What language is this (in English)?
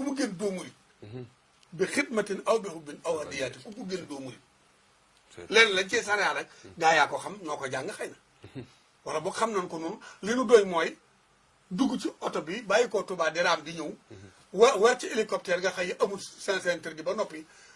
Wolof